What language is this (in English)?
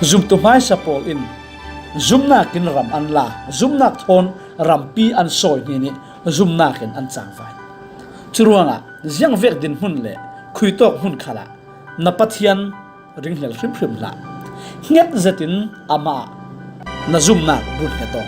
Falam Chin